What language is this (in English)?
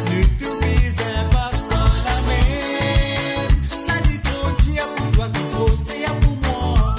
Morisyen